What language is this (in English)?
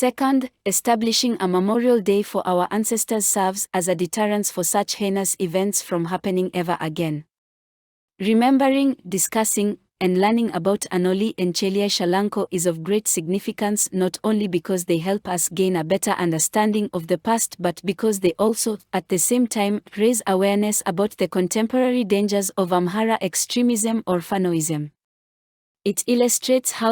English